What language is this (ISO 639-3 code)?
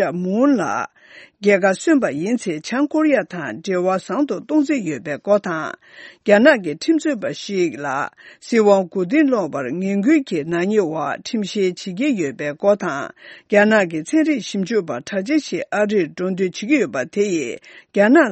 bod